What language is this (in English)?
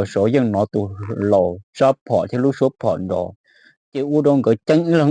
Hmong